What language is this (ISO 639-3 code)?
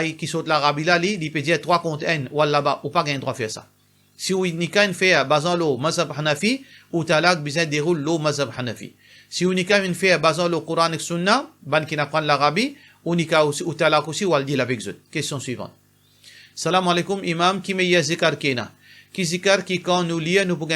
mfe